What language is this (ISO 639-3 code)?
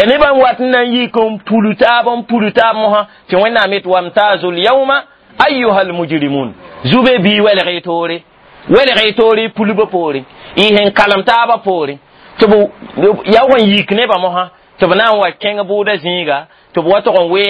mos